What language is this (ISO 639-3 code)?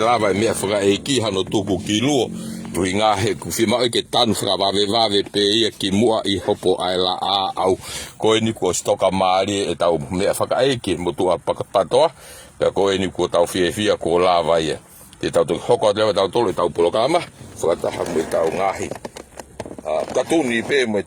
ton